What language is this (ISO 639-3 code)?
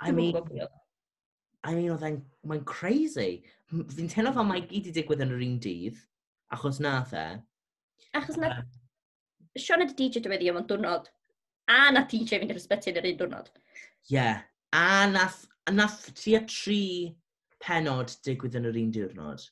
cym